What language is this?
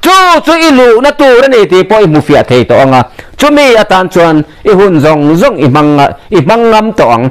Mizo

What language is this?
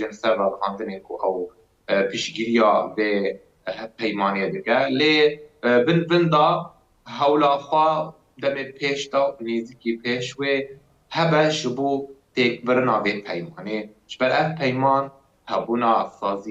Kurdish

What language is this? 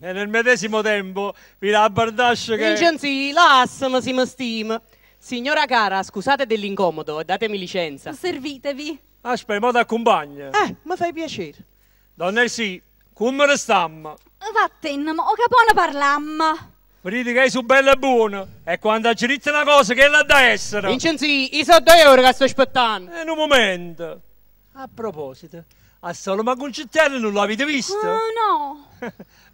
Neapolitan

